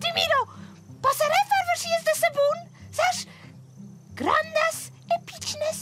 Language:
Romansh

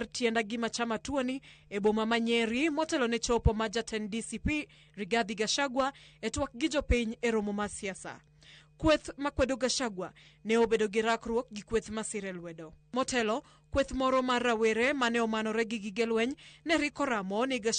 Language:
Luo (Kenya and Tanzania)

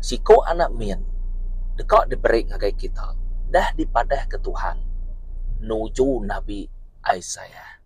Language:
Iban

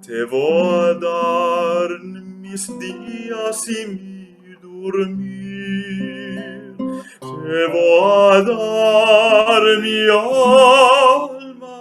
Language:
Ladino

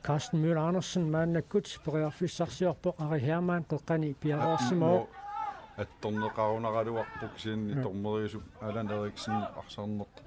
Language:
Kalaallisut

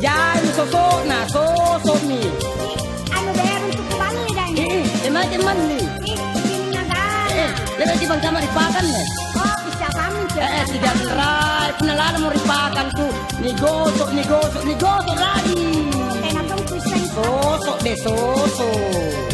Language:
Makasar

